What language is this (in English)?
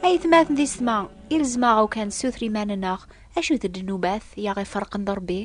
Kabyle